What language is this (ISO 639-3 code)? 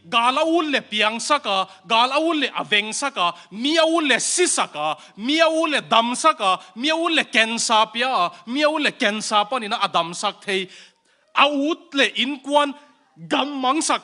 ctd